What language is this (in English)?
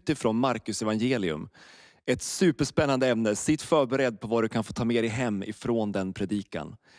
Swedish